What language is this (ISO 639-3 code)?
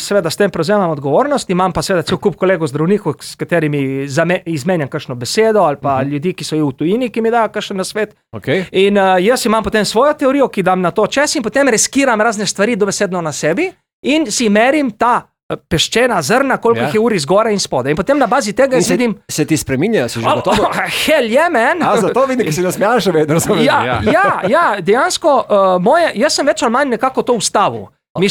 slv